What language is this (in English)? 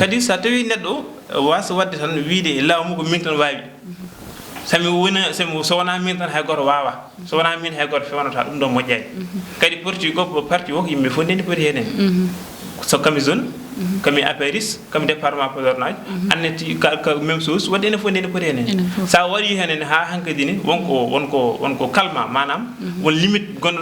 Fula